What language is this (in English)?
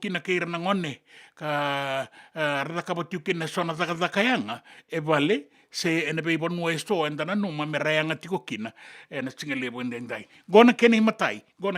Fijian